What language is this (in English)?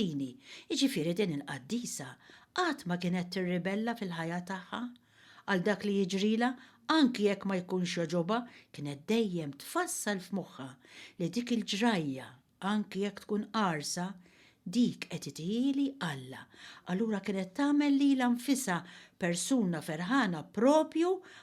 Maltese